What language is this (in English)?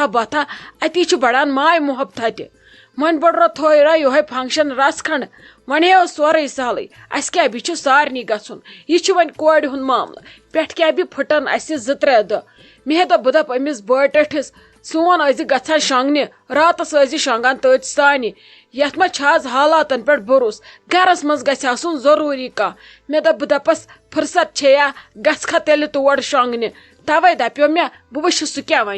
Kashmiri